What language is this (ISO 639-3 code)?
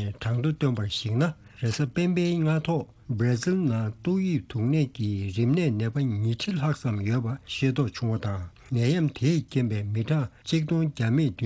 bod